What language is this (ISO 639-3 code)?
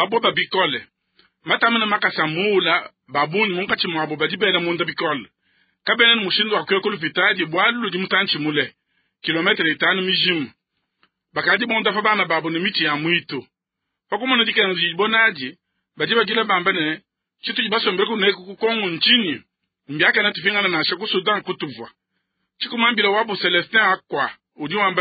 lua